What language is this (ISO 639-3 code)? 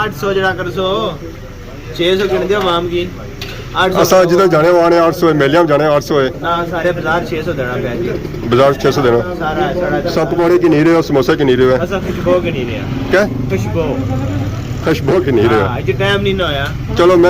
phr